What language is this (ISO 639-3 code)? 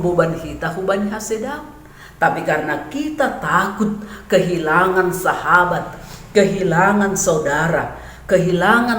bts